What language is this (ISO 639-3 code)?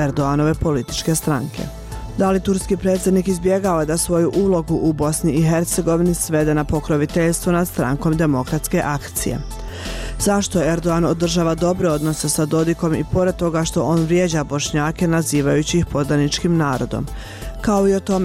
bos